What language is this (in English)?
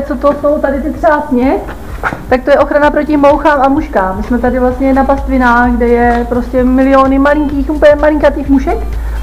Czech